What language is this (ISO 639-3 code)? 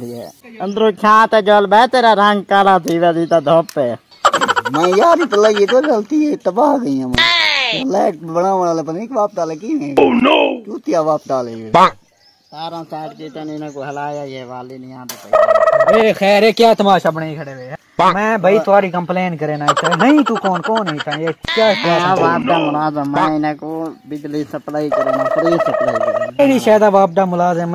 skr